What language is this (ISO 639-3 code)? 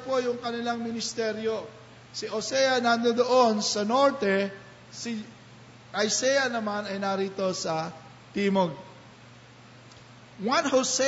fil